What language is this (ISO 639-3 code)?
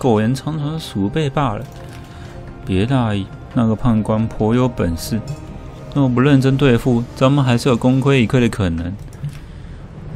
zho